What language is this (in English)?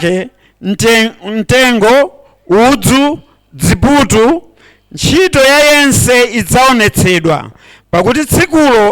Nyanja